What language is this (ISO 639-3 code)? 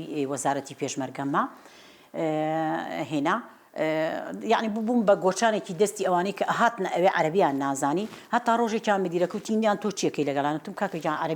ckb